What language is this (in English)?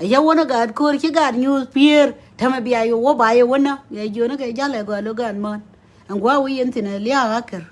Nuer